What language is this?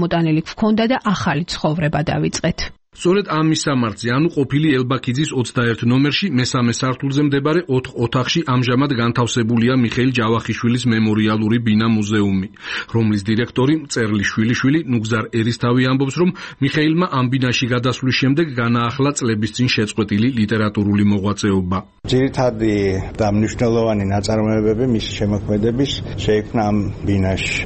Georgian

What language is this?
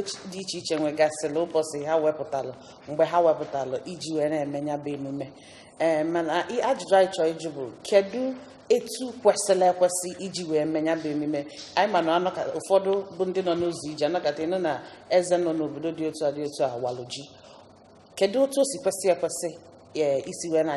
Igbo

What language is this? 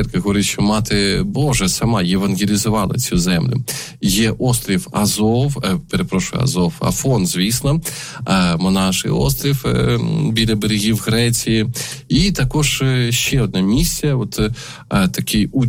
Ukrainian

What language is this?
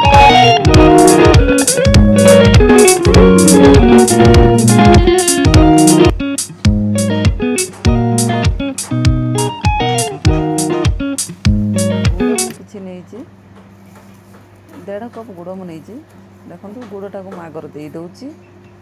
Odia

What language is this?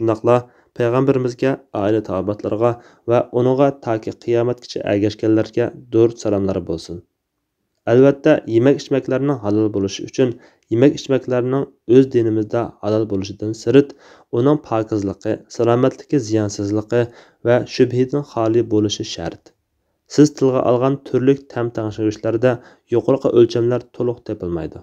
Uyghur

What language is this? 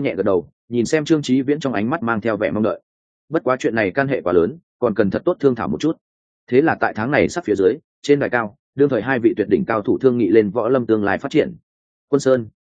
Vietnamese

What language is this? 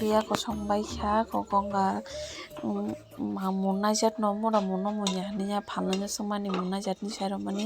Kok Borok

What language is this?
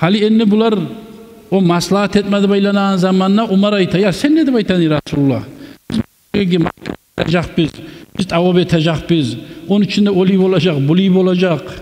Kumyk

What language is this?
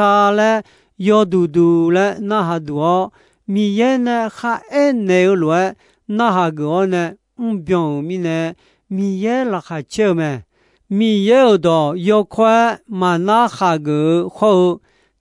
Akha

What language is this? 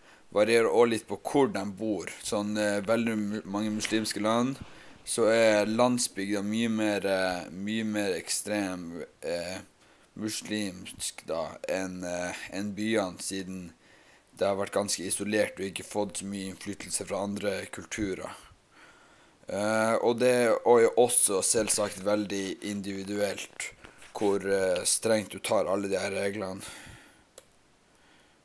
Norwegian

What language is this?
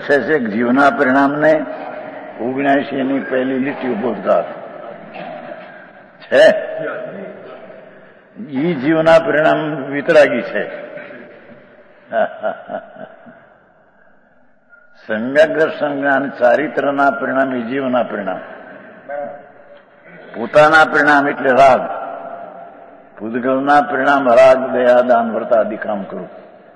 Gujarati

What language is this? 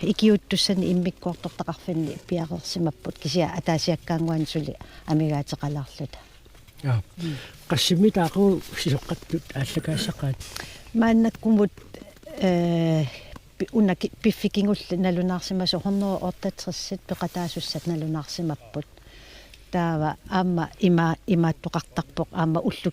Kalaallisut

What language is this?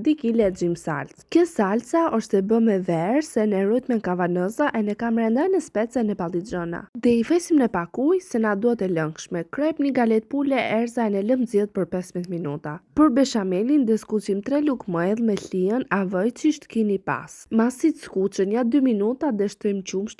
Albanian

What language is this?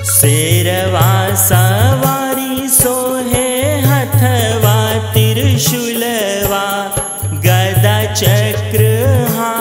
Bhojpuri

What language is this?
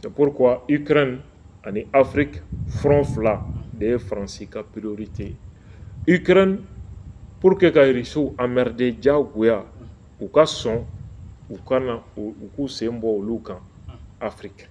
Bambara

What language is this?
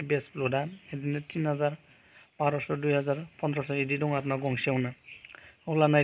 Bodo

